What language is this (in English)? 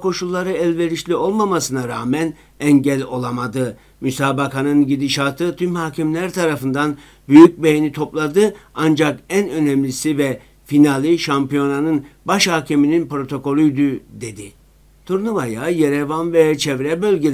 Turkish